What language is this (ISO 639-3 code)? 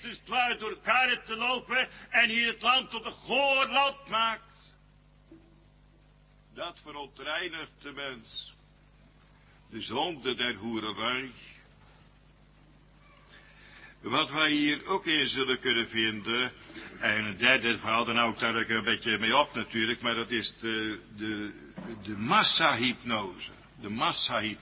nld